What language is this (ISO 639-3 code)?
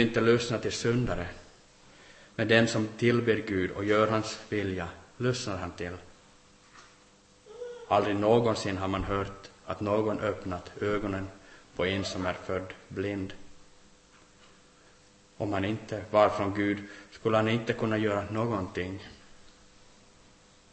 swe